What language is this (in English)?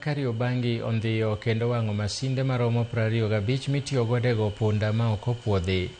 Luo (Kenya and Tanzania)